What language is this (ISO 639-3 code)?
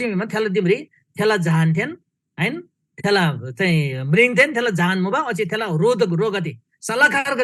taj